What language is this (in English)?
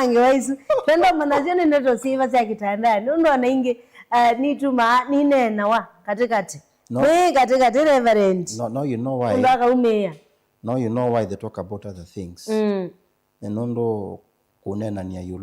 Kamba